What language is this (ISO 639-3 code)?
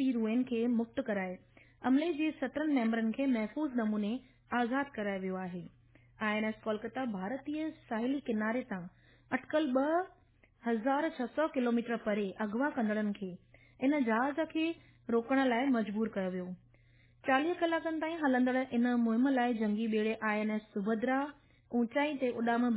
snd